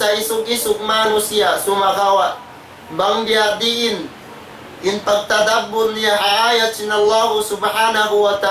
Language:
Tausug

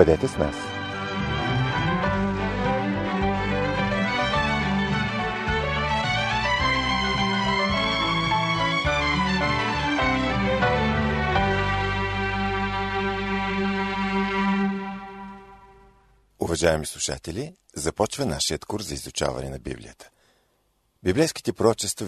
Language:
Bulgarian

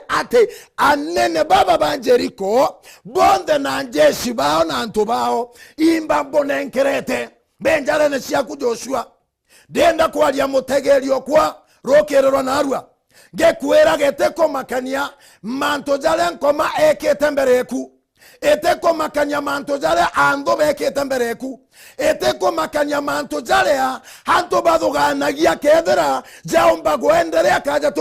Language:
Meru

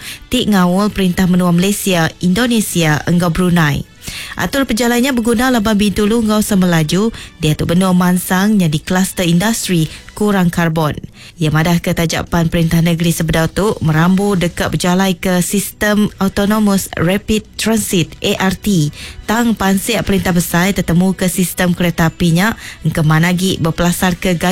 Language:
Iban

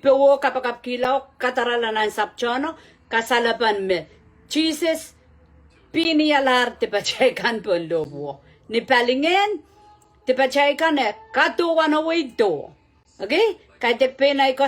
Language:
Pohnpeian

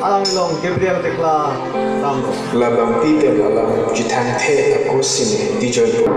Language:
Karbi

